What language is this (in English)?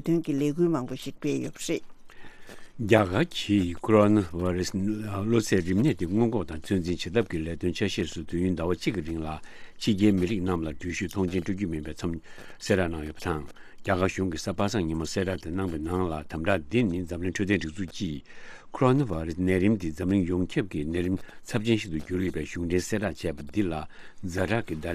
Tibetan